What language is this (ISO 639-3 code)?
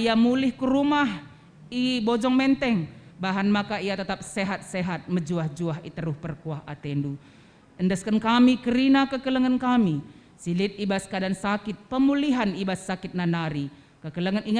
btx